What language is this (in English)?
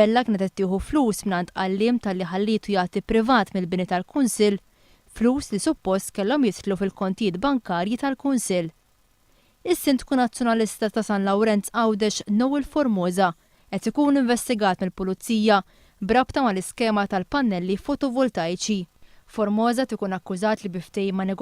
Maltese